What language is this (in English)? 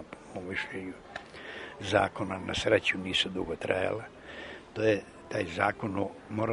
Serbian